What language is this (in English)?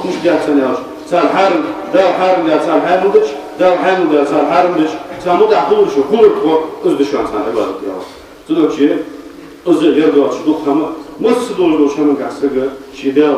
Ingush